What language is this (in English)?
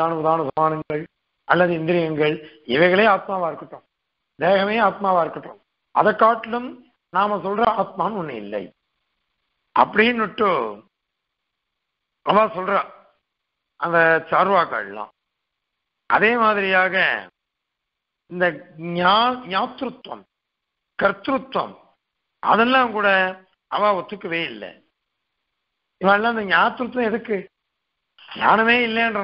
Tamil